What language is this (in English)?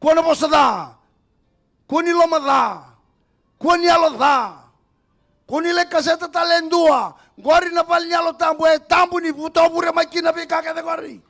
Fijian